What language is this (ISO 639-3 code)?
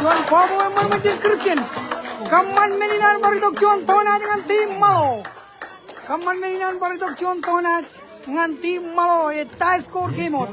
mah